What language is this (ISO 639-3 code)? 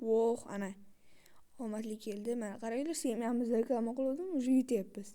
uzb